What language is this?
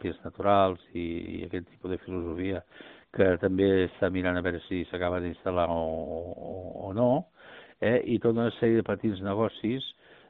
Catalan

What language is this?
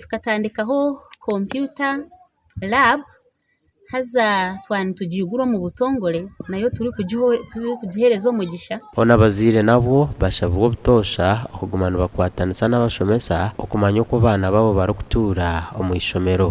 Nyankole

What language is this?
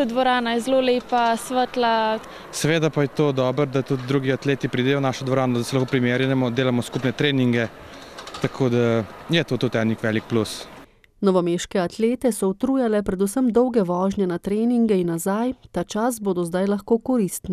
Slovenian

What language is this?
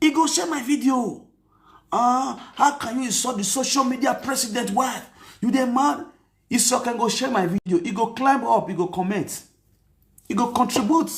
Nigerian Pidgin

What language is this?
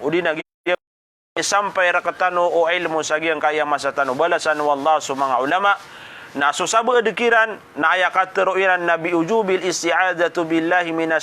Maranao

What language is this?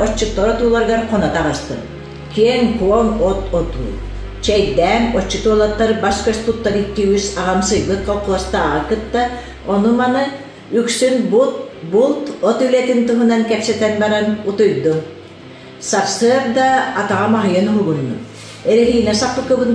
Yakut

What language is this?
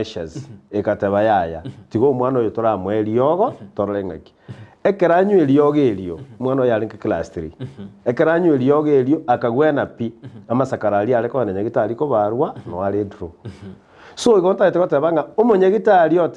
Gusii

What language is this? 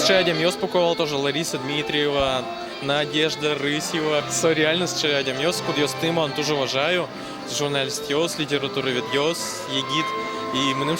Udmurt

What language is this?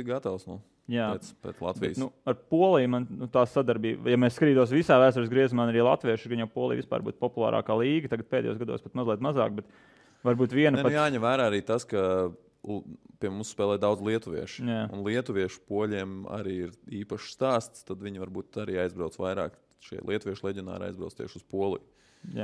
Latvian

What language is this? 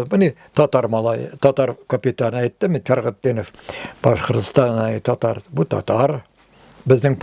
Tatar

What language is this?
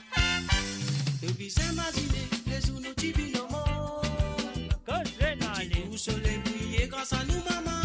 Morisyen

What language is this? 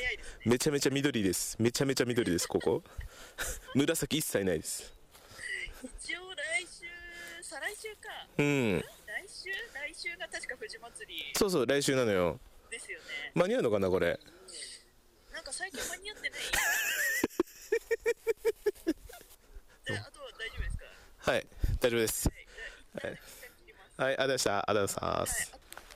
Japanese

